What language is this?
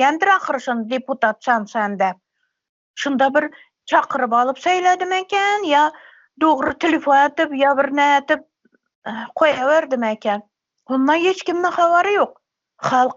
Turkmen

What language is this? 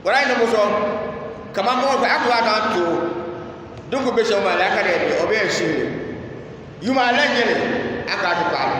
Dagbani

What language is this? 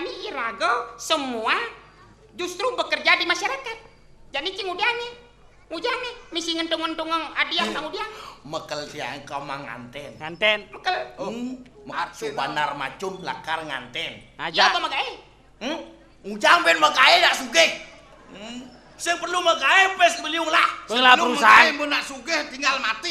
Balinese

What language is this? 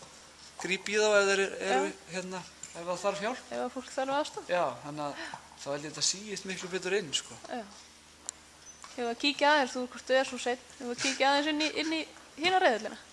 Icelandic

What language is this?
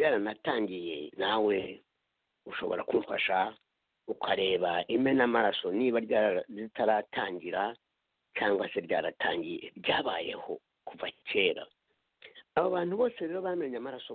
Kinyarwanda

